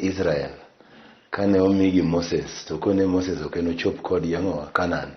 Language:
Luo (Kenya and Tanzania)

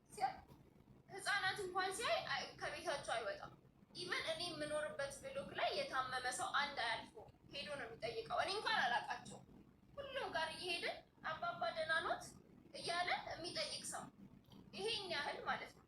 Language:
Amharic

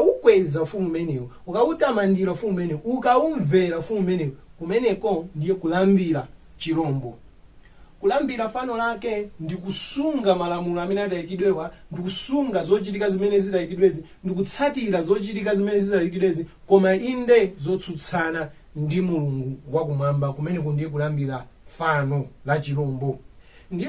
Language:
Nyanja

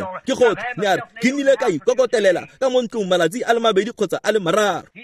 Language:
Tswana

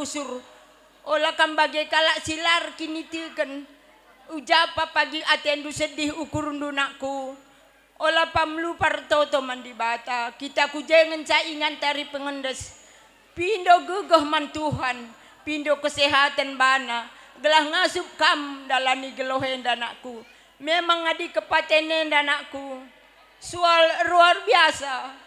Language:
Batak Karo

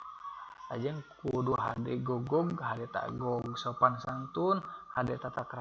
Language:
Sundanese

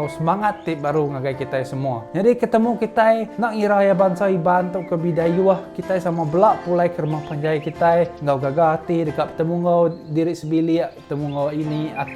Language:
Iban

